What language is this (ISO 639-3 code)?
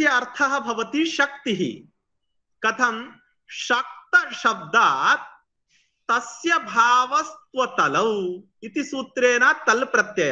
san